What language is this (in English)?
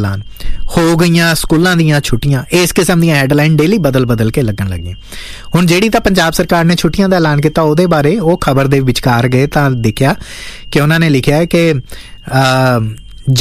Punjabi